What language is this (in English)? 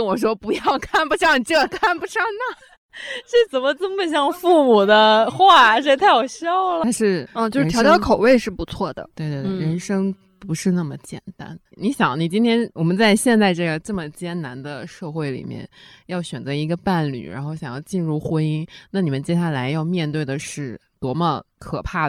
Chinese